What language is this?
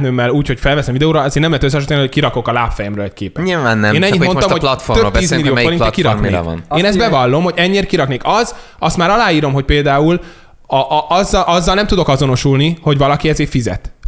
Hungarian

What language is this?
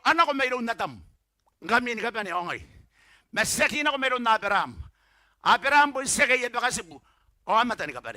Gilbertese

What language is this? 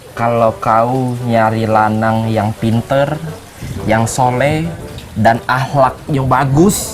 Musi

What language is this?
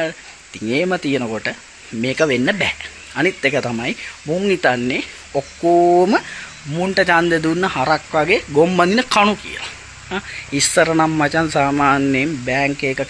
Sinhala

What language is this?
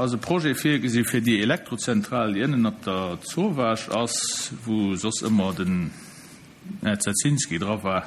Luxembourgish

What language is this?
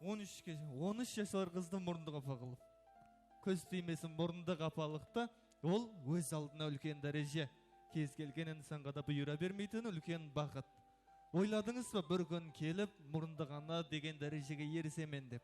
Kara-Kalpak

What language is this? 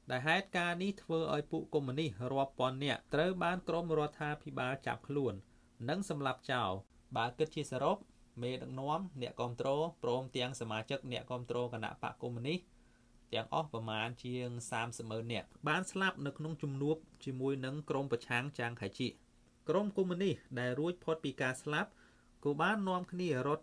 Khmer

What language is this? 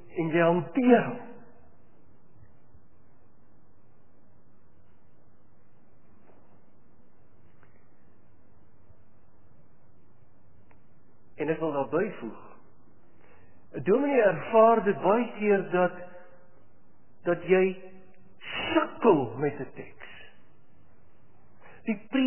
Afrikaans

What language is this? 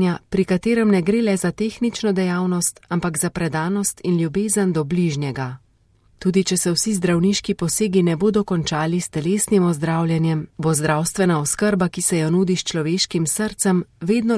Slovenian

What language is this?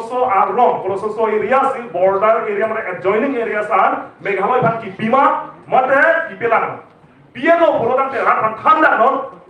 Karbi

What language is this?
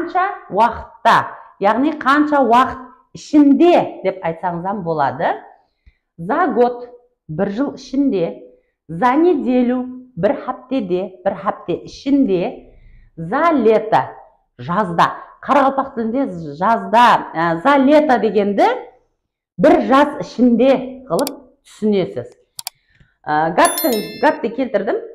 Kara-Kalpak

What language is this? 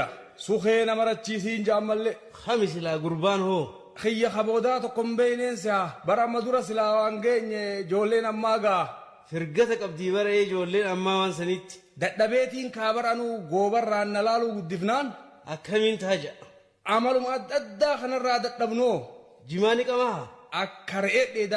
Oromo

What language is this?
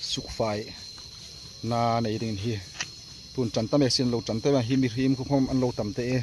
Hmar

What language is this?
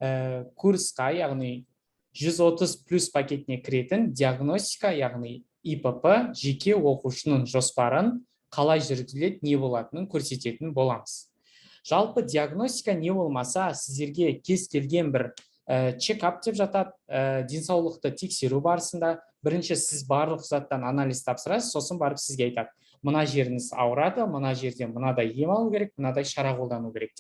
Kazakh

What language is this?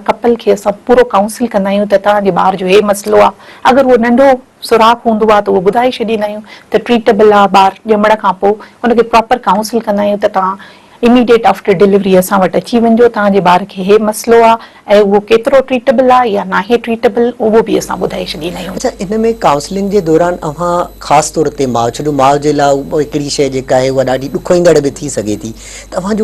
Sindhi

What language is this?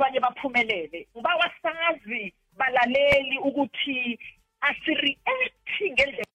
South Ndebele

